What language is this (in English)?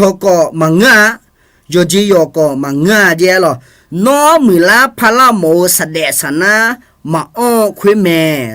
Akha